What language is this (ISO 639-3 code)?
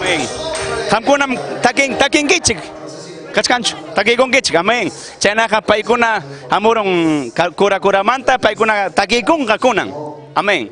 quy